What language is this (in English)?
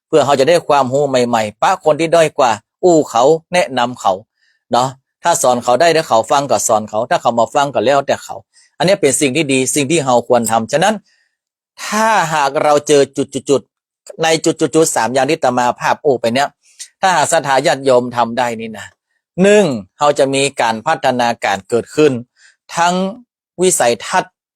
Northern Thai